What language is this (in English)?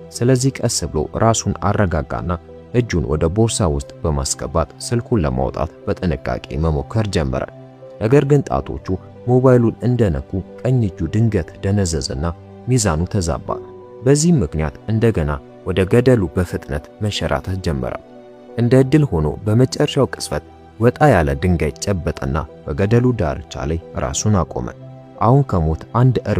Amharic